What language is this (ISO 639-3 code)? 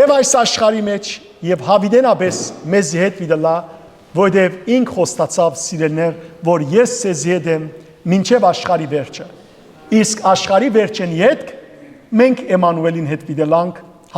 hyw